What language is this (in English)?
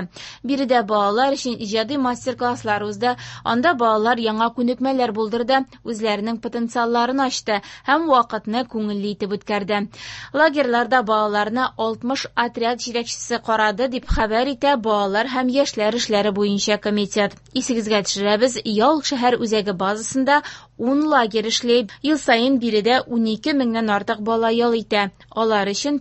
Tatar